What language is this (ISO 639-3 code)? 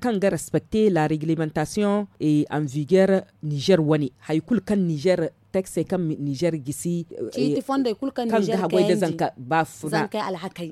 dje